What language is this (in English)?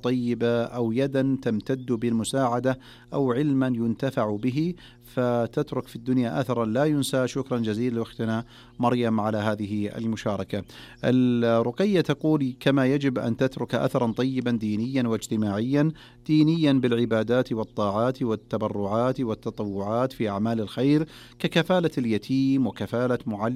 Arabic